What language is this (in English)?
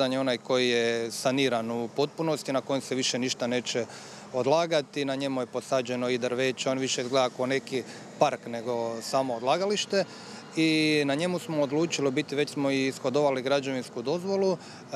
Croatian